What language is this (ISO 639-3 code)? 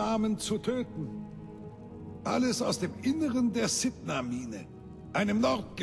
bar